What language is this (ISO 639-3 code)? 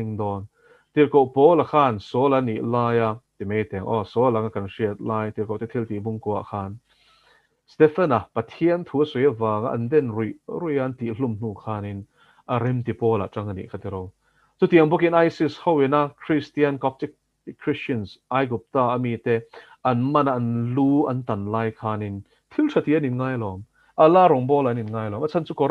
lus